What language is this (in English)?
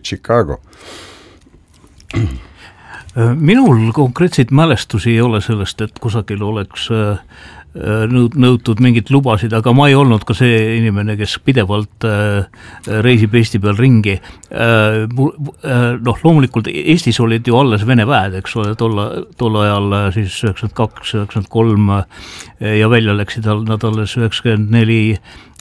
Estonian